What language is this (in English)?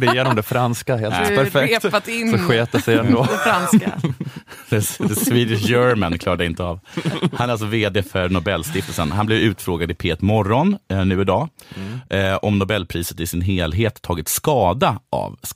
Swedish